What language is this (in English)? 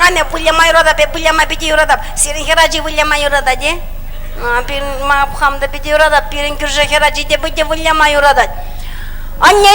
Chuvash